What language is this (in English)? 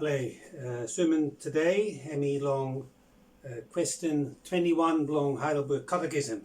Bislama